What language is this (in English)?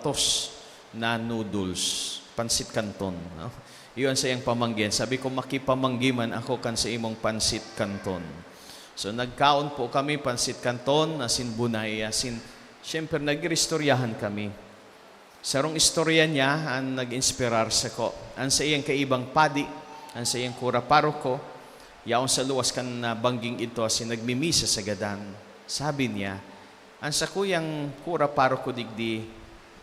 Bikol